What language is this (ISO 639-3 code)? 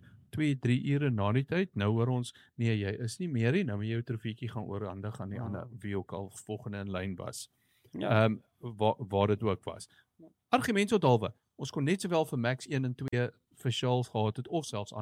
afr